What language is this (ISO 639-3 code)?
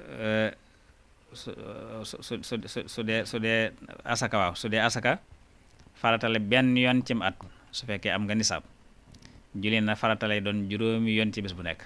wol